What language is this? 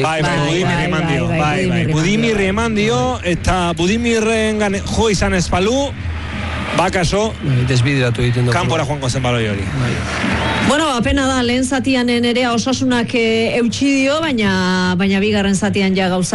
Basque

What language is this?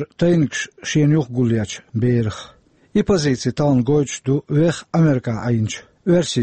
Chechen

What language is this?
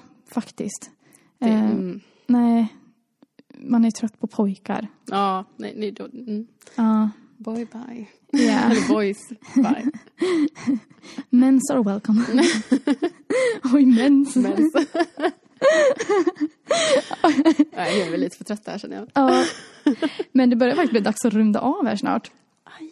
Swedish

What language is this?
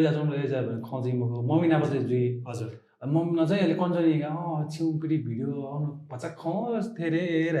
Newari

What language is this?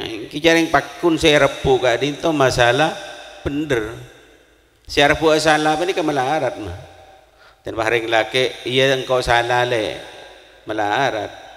Madurese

